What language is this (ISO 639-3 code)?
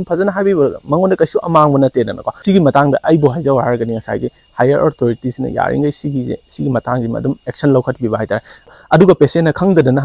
mni